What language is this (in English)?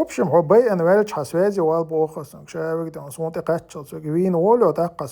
Chechen